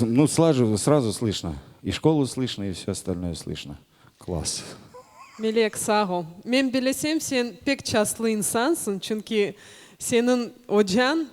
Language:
Crimean Tatar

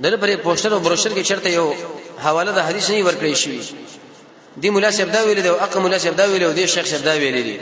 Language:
Pashto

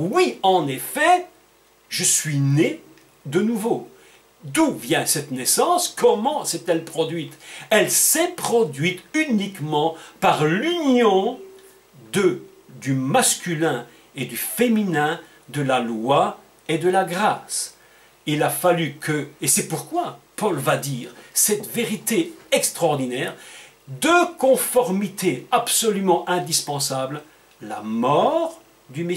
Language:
French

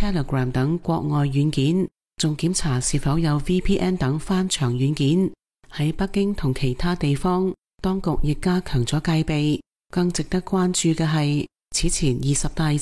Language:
Cantonese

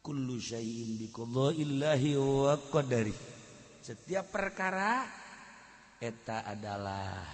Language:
Sundanese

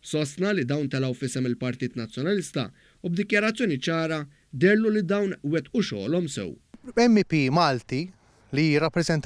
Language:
Maltese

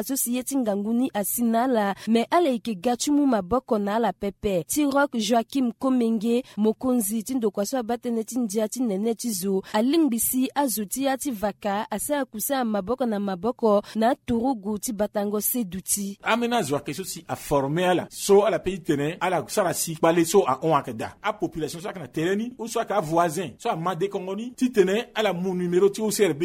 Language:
Sango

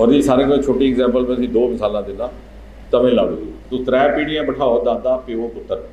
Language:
Dogri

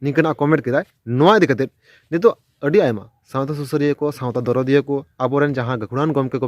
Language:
Santali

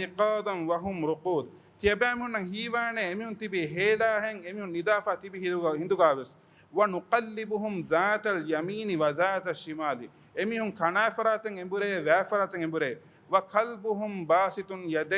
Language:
Divehi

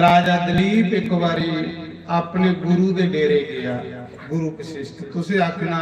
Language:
Dogri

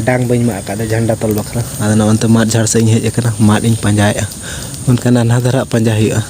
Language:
Santali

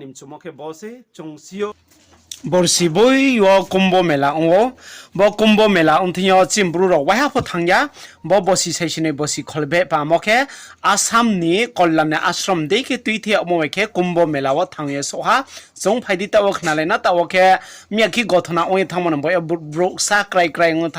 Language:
Riang (India)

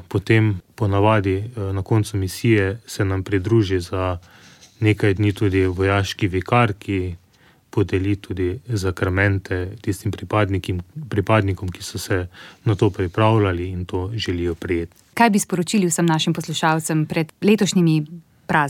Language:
Slovenian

